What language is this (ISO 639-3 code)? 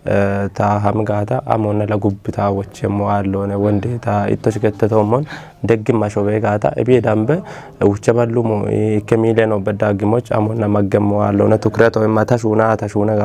kbr